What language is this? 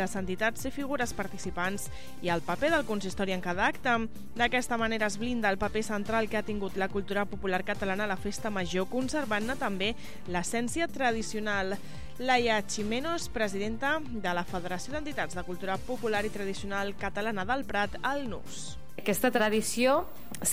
Catalan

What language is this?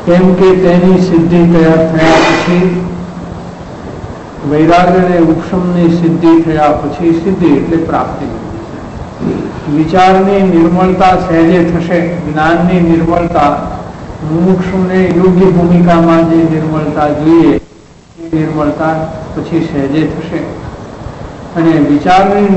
Gujarati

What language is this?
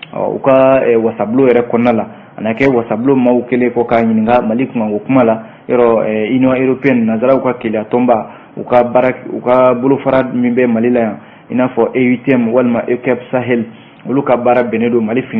Bambara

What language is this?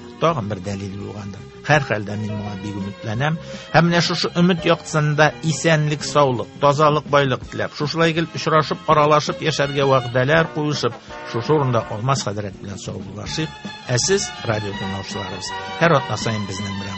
Tatar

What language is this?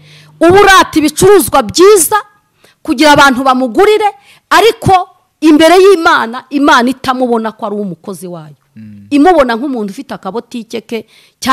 Kinyarwanda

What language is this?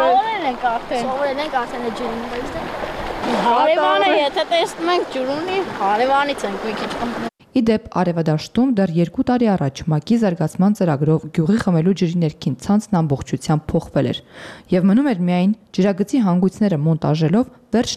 Armenian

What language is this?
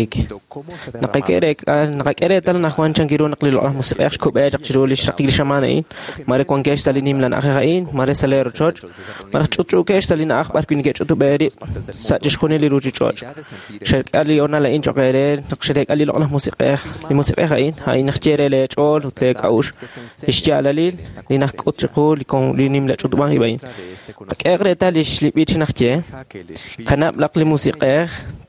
Kekchí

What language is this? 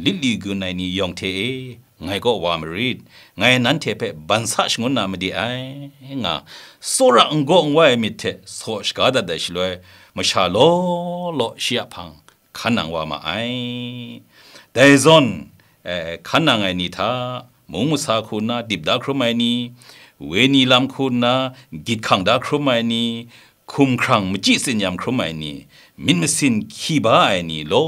Kachin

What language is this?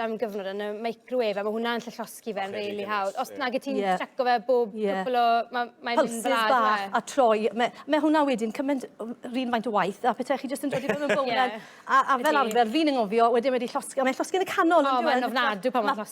Welsh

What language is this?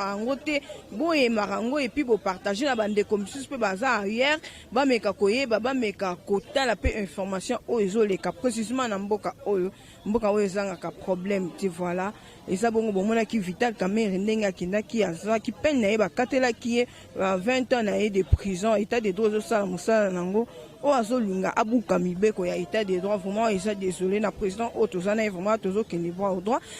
Lingala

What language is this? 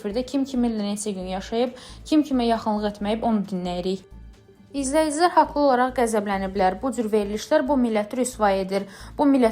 Azerbaijani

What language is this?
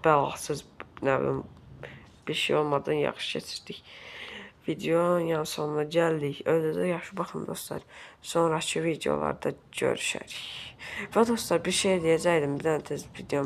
Azerbaijani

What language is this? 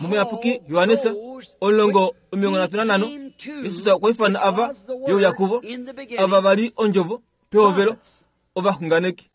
Kuanyama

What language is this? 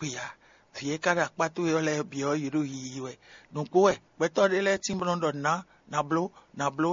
Fon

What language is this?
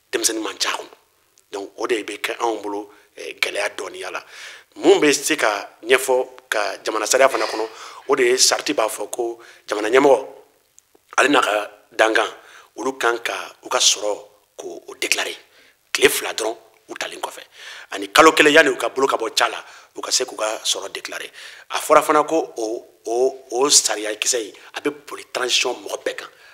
Bambara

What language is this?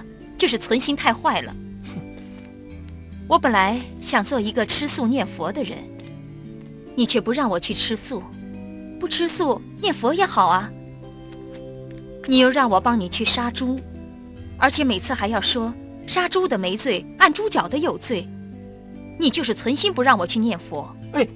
Chinese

